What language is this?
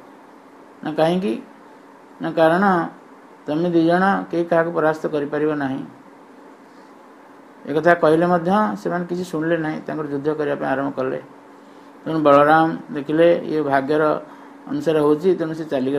Odia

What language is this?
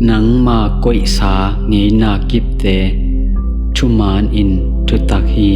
Tedim Chin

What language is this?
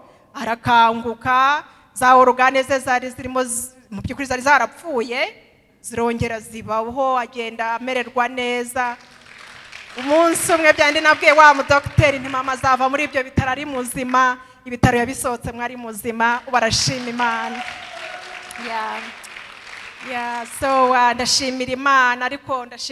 Kinyarwanda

